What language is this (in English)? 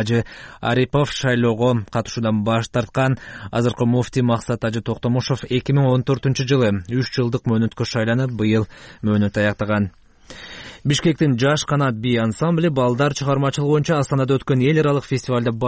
Kyrgyz